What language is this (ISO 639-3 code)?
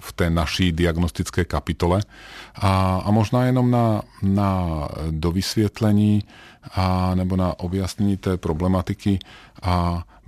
ces